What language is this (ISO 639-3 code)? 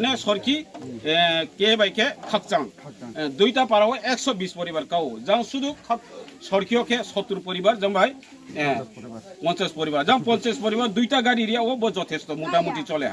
ria